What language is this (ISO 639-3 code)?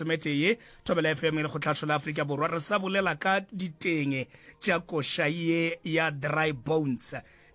nso